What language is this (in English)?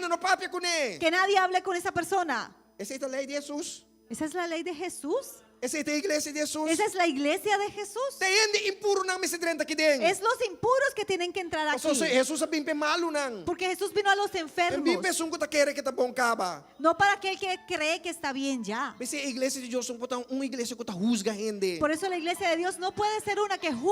Papiamento